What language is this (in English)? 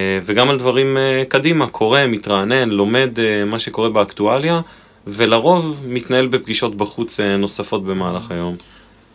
Hebrew